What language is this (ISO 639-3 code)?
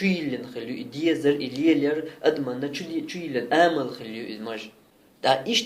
che